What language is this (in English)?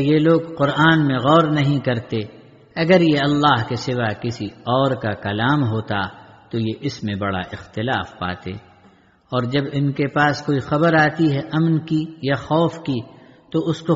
Urdu